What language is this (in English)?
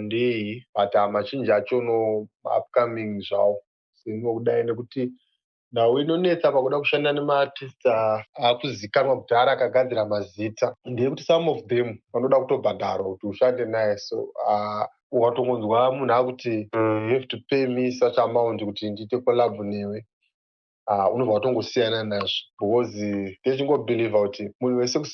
Shona